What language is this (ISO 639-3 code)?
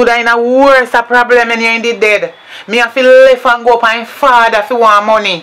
jam